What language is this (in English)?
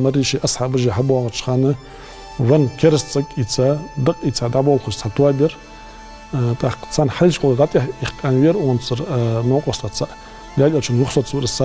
Ingush